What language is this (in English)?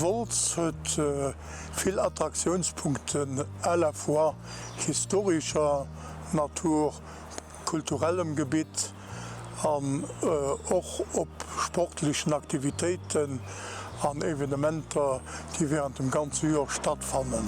Luxembourgish